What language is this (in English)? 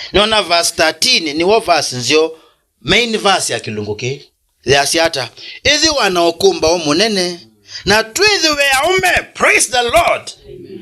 Kamba